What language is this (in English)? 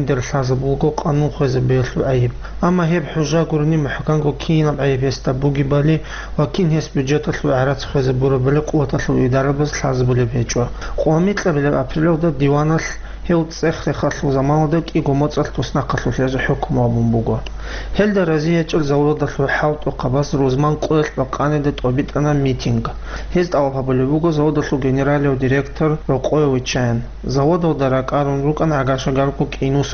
Avaric